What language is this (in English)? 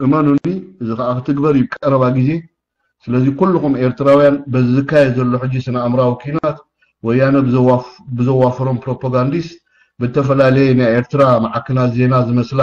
Tigrinya